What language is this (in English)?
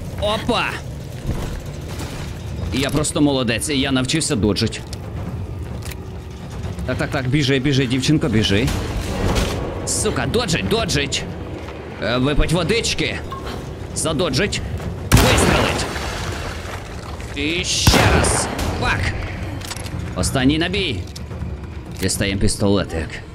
Ukrainian